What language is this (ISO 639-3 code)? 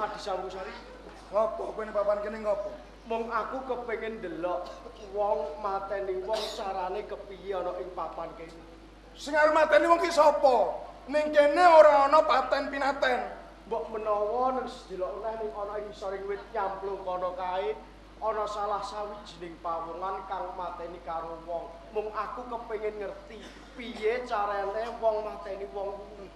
jav